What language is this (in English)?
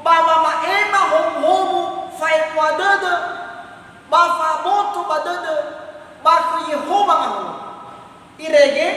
Nias